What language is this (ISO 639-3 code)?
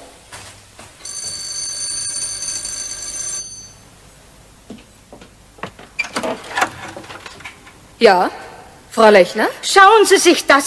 deu